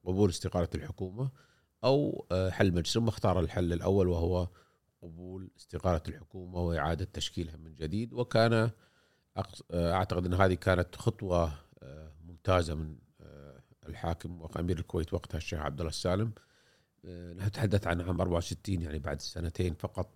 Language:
Gulf Arabic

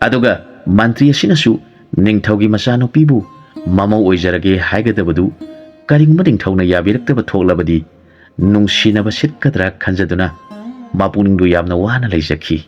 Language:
Manipuri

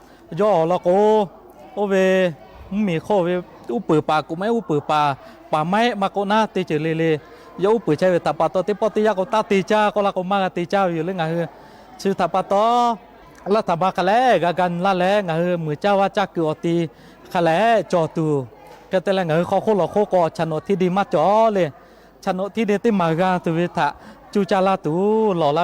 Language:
Lahu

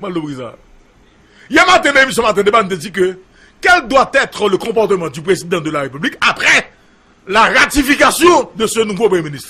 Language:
Haitian Creole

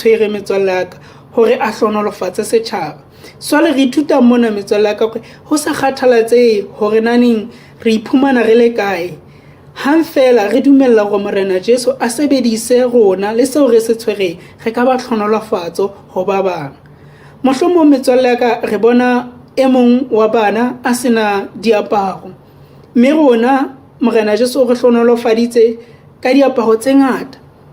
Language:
Southern Sotho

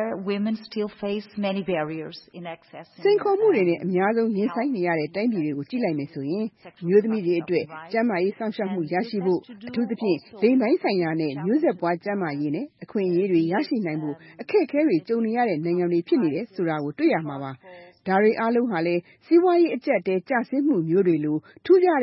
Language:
Burmese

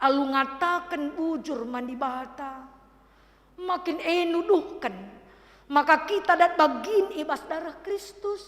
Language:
Batak Karo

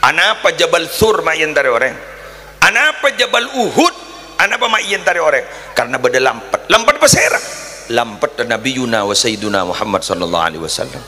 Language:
Madurese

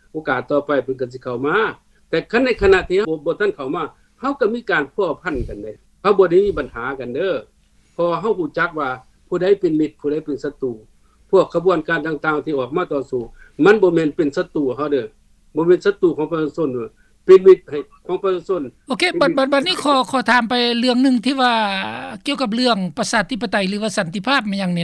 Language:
Lao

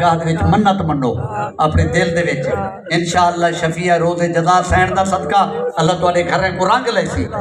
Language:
Saraiki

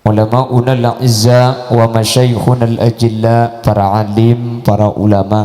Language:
Madurese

